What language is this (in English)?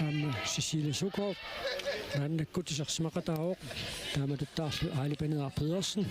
Kalaallisut